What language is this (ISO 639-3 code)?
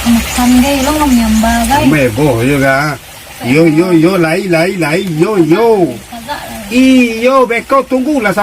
min